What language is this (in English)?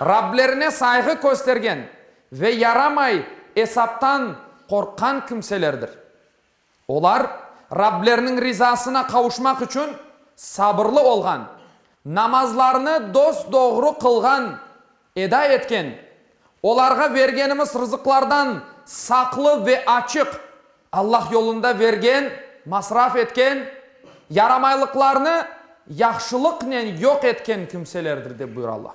Crimean Tatar